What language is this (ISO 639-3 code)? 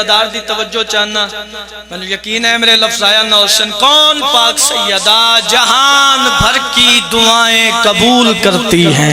phr